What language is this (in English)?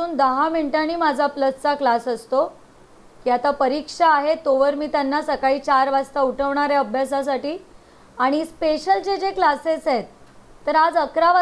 Marathi